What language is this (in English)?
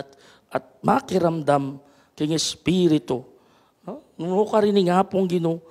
Pampanga